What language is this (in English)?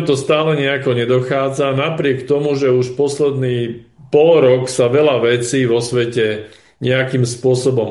Slovak